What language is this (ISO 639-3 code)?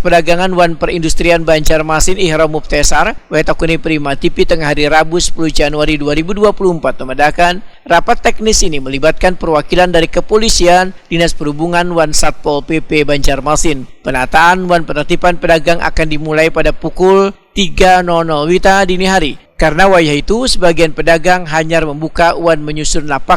bjn